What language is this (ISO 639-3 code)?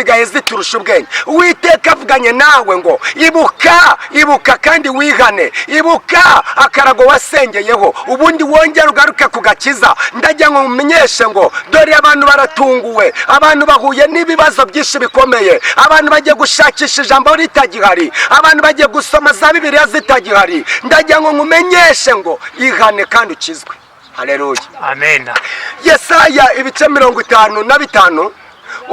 kin